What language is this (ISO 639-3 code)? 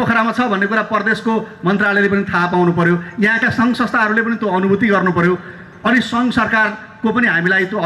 nep